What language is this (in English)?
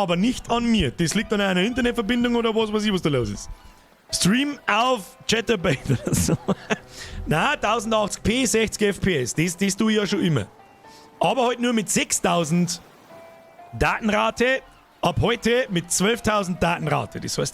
Bavarian